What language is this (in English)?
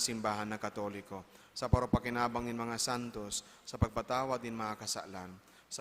Bikol